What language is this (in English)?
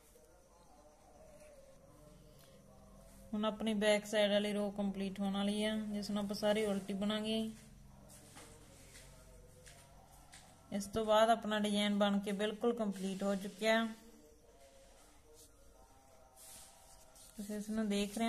Punjabi